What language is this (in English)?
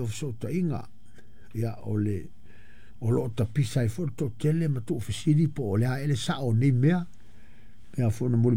Samoan